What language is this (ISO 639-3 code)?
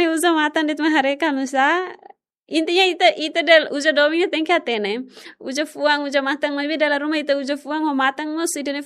tet